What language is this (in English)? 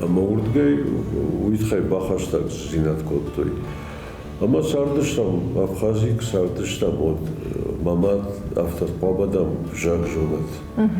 Ossetic